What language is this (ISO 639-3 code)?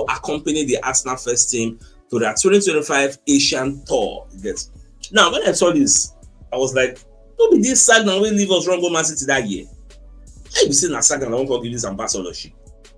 pcm